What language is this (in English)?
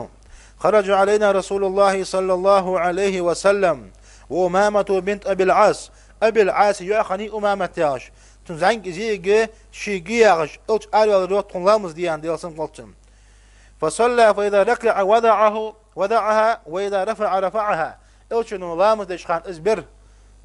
Ingush